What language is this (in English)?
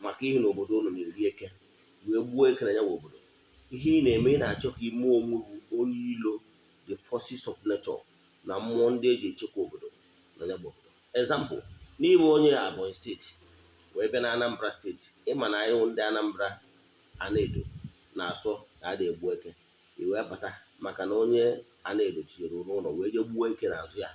Igbo